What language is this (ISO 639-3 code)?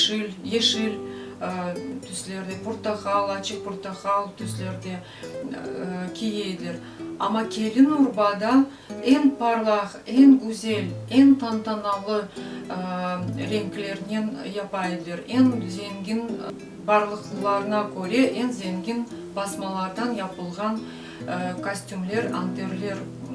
crh